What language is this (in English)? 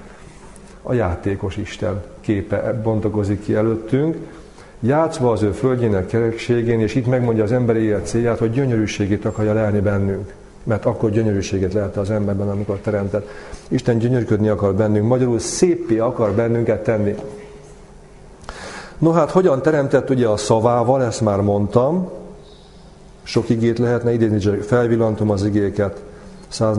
Hungarian